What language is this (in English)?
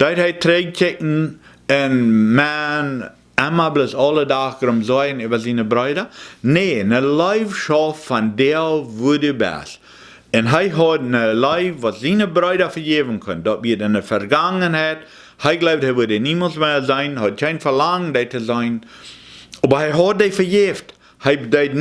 Plautdietsch